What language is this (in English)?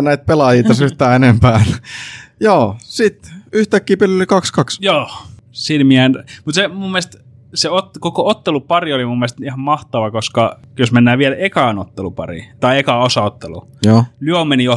Finnish